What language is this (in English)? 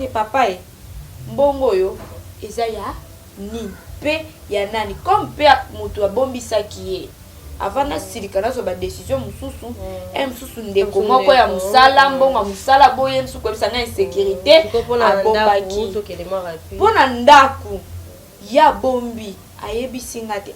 Lingala